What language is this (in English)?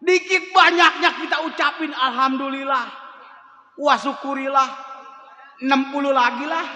Betawi